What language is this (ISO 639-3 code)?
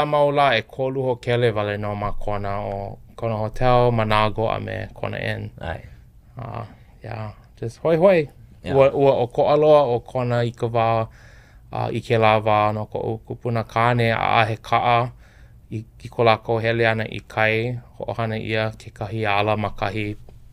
haw